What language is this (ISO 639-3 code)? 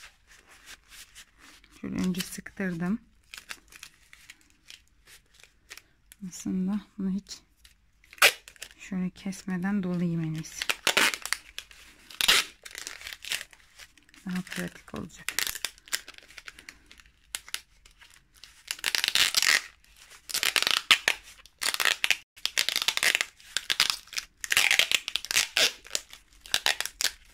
tur